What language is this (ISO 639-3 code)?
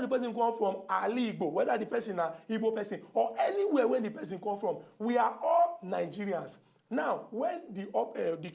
pcm